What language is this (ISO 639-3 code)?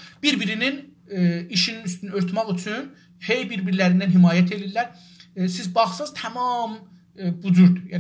azb